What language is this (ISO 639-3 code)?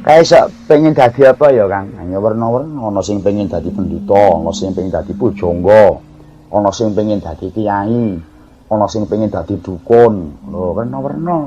jav